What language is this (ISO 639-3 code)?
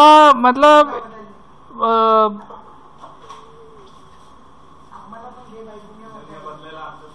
hin